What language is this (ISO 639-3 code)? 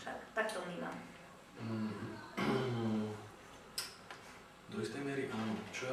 slk